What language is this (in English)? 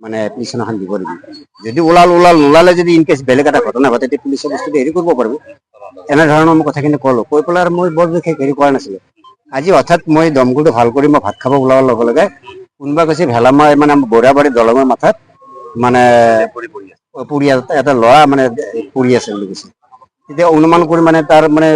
Assamese